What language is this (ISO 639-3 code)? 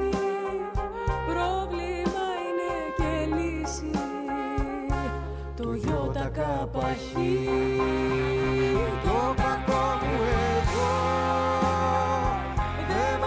ell